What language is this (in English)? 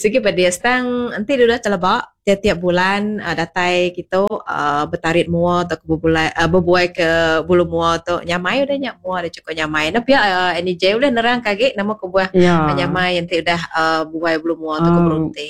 Iban